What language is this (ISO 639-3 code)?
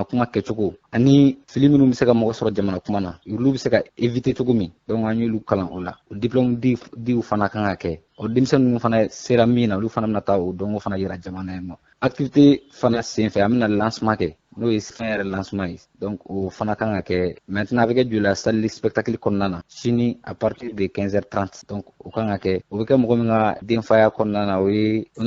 bam